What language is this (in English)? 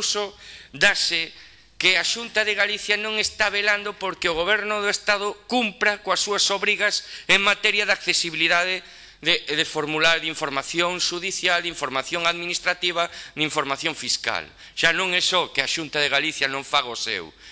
Galician